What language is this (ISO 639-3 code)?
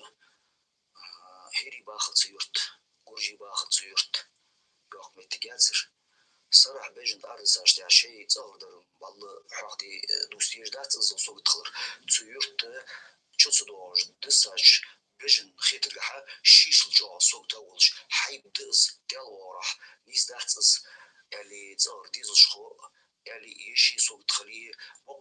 inh